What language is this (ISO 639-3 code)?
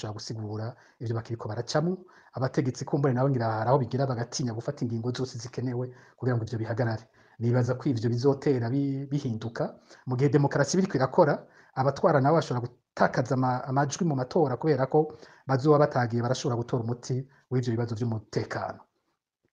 run